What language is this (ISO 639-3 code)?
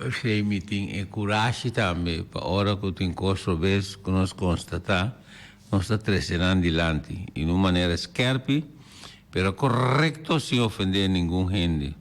pap